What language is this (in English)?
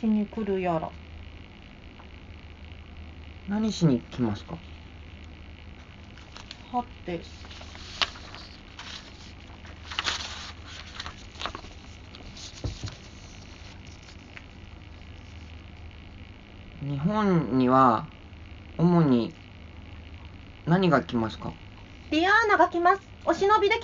Japanese